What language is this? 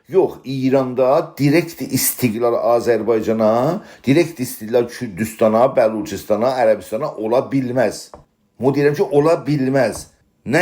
South Azerbaijani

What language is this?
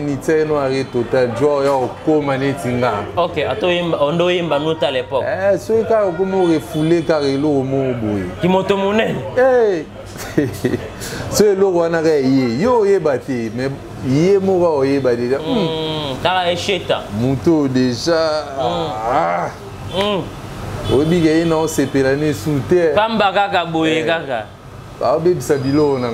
Lingala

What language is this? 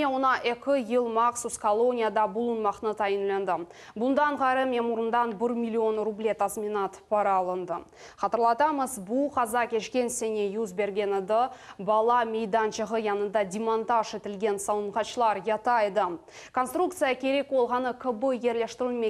Crimean Tatar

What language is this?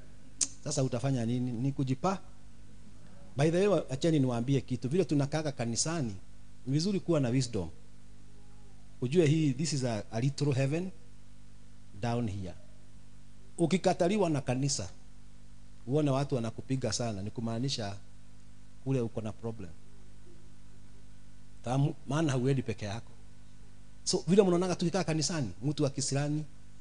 Swahili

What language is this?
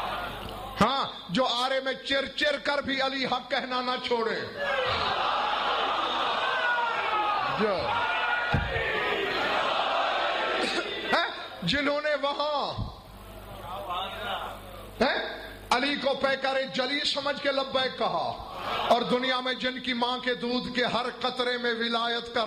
Urdu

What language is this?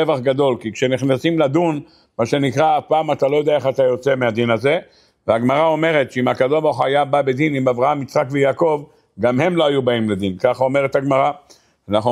Hebrew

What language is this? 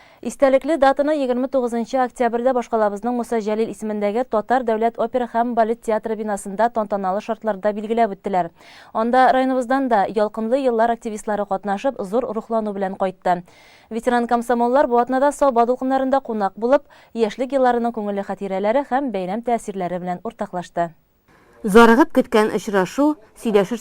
Tatar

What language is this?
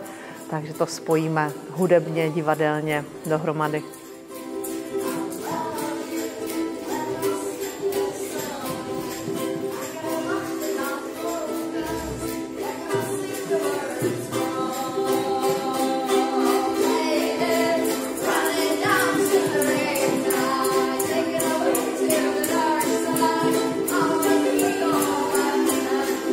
Czech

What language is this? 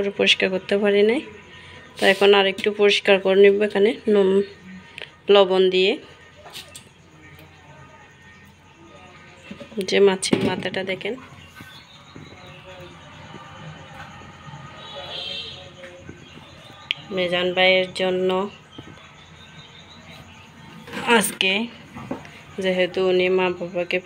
Bangla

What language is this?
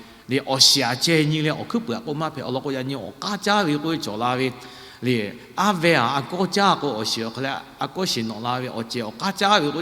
Lahu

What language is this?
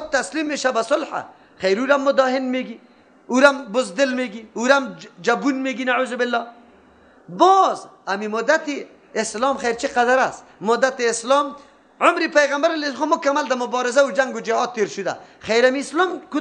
Persian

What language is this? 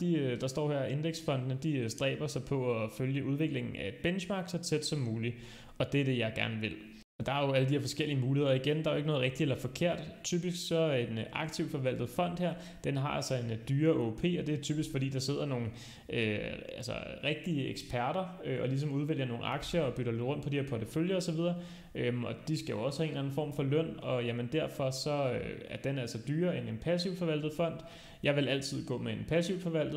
Danish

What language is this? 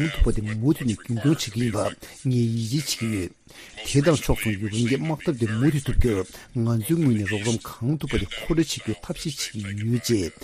Tibetan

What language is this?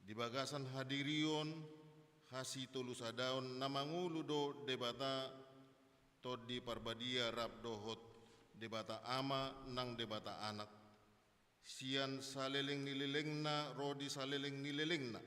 Batak Toba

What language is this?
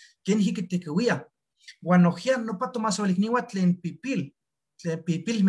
Eastern Huasteca Nahuatl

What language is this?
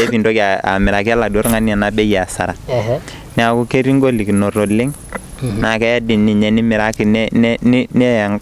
Masai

